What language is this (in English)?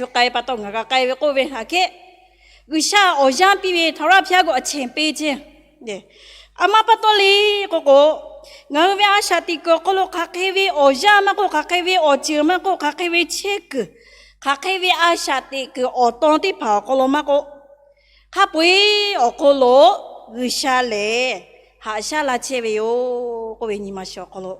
Lahu